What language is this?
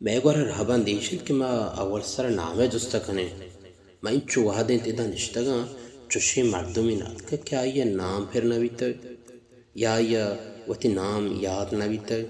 Baluchi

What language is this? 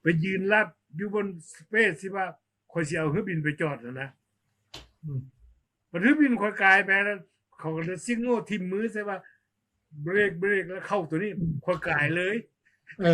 Lao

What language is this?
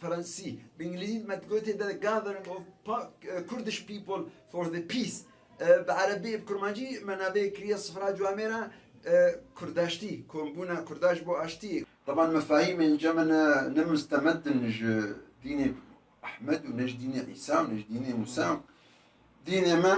Kurdish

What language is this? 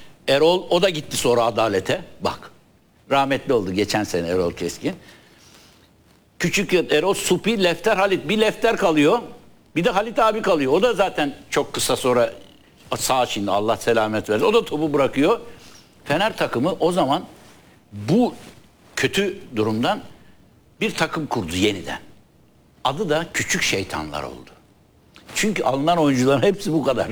Turkish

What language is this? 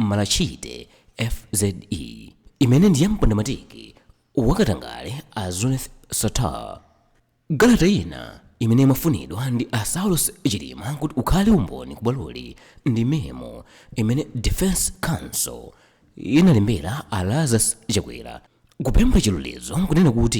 Nyanja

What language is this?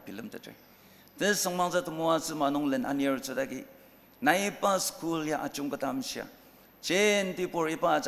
Ao Naga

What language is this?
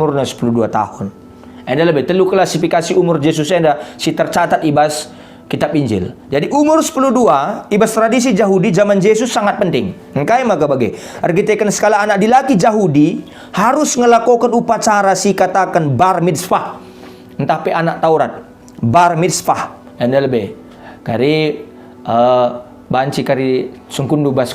Batak Karo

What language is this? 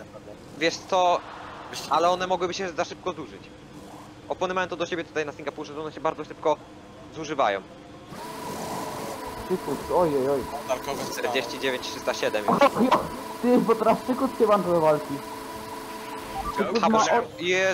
Polish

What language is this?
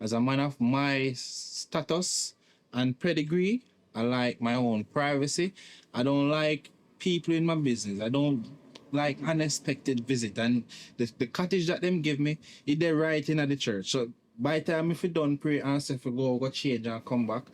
Jamaican Creole English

